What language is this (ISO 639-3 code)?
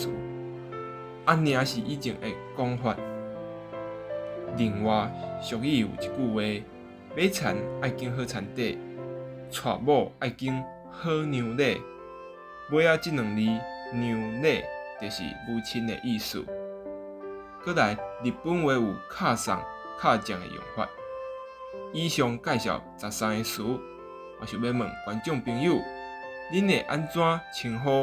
nan